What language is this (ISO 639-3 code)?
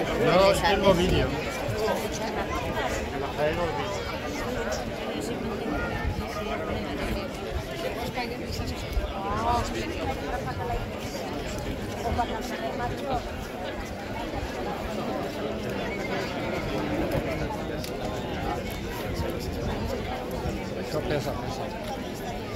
spa